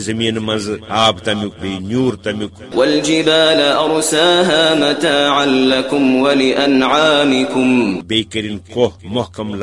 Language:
Kashmiri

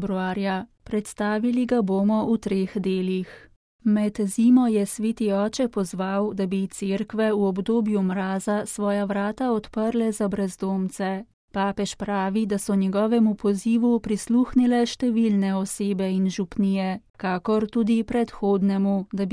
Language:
Slovenian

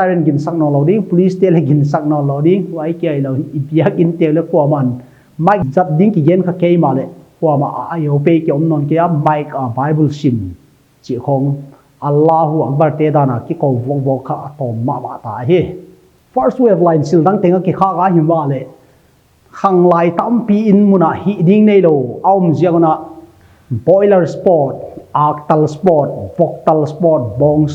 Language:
Paite Chin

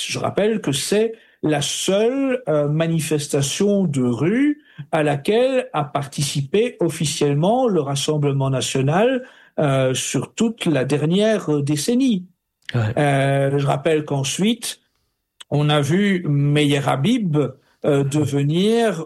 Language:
French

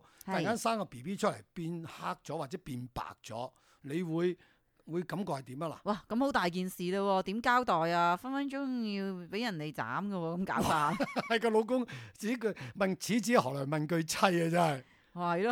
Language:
Cantonese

